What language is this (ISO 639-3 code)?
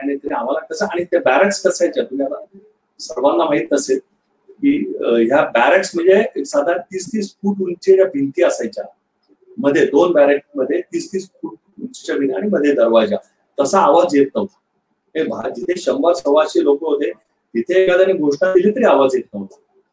mar